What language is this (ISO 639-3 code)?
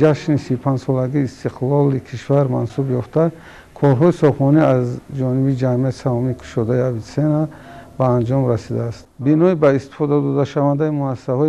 tgk